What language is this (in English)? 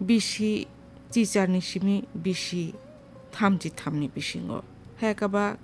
Kok Borok